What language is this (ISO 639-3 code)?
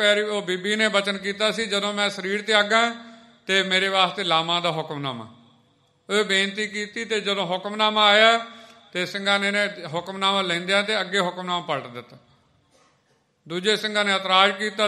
pan